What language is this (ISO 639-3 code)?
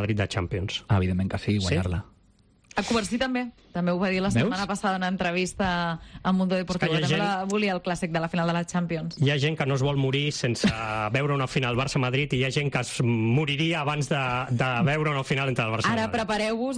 cat